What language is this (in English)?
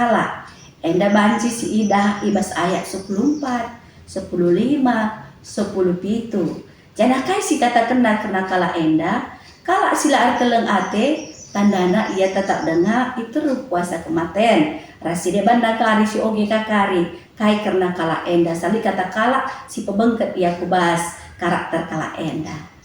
Batak Karo